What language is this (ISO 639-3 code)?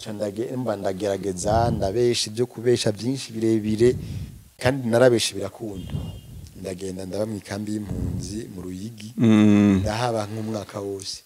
run